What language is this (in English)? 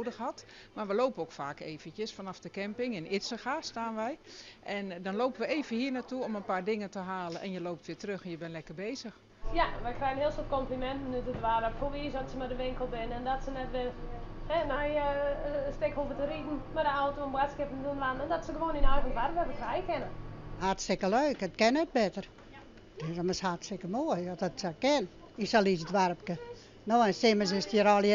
Western Frisian